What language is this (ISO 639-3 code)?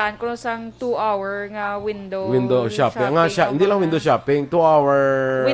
hil